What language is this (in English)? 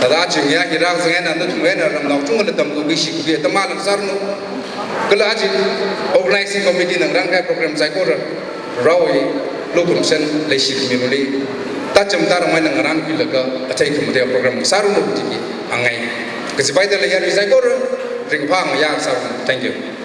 Tangkhul Naga (India)